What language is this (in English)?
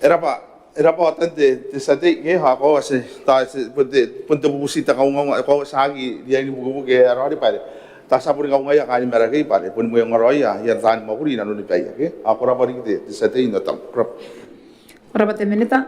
Gilbertese